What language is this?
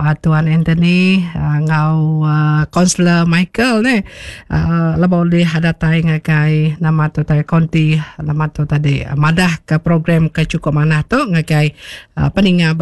Iban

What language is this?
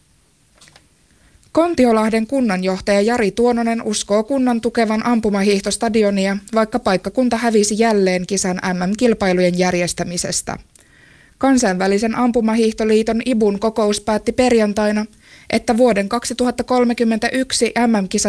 Finnish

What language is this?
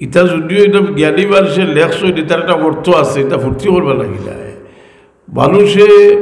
Sylheti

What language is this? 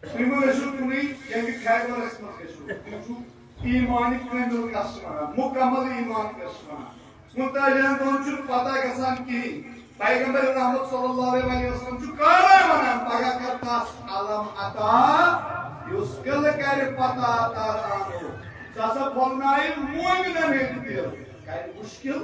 Kashmiri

